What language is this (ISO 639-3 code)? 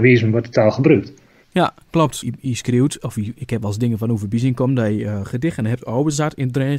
nld